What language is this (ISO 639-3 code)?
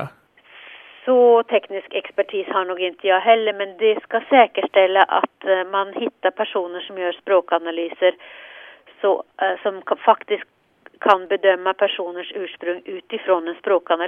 swe